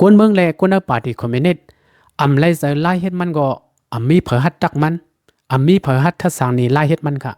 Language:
Lao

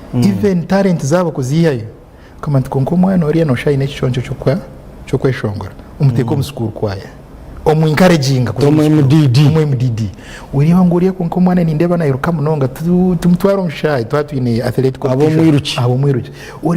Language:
Nyankole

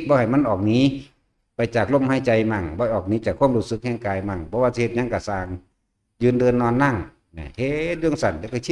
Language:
Northeastern Thai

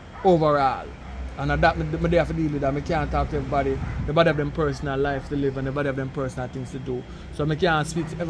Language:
Jamaican Creole English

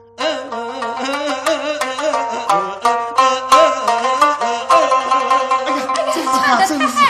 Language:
Wu Chinese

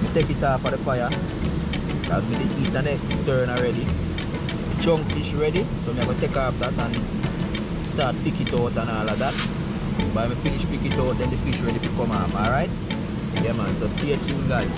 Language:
Jamaican Creole English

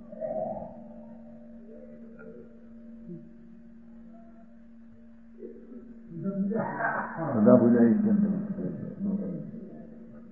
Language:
Gujarati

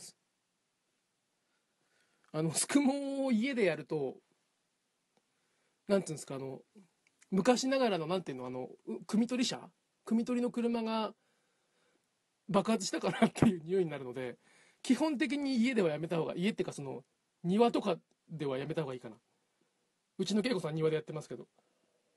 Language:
Japanese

